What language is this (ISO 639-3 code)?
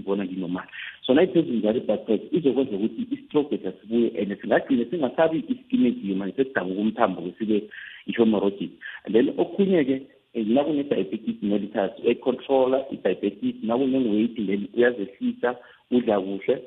nbl